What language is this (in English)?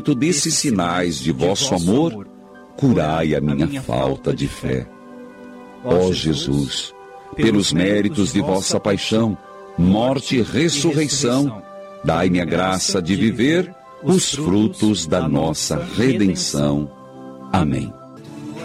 Portuguese